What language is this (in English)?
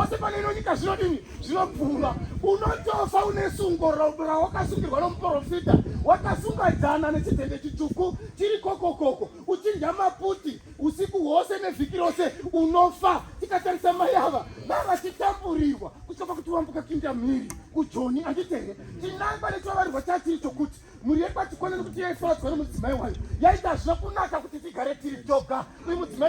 Shona